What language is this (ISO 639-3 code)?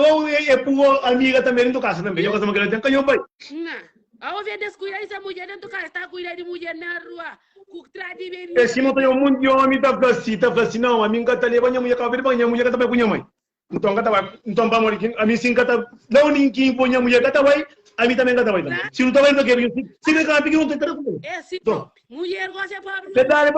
kea